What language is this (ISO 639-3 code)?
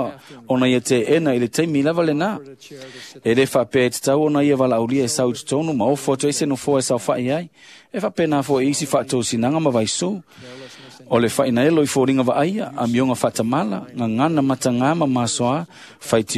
smo